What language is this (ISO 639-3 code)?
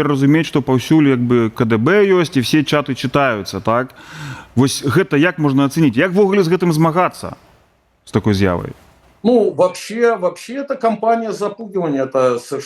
bel